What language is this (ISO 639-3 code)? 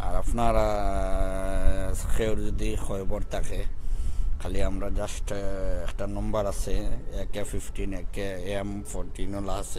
syl